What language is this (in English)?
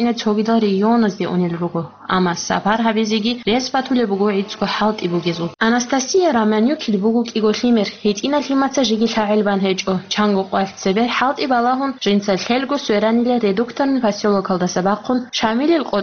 Avaric